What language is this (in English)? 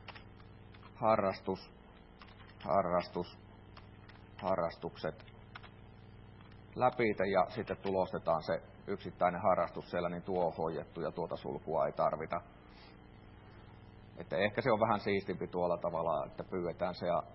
Finnish